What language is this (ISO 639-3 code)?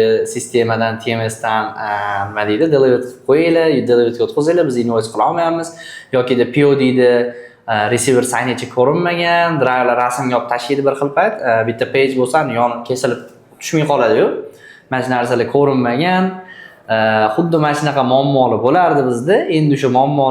uzb